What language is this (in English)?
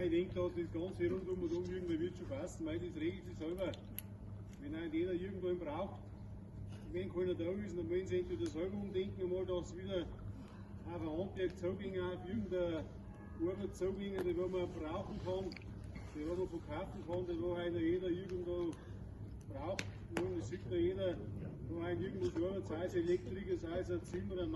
Bavarian